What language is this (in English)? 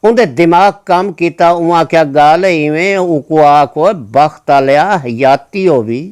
Saraiki